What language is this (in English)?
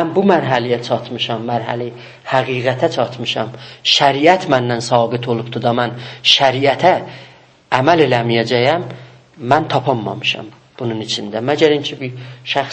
South Azerbaijani